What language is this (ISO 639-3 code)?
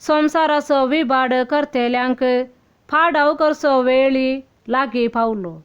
kok